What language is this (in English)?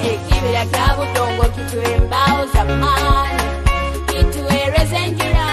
Nyoro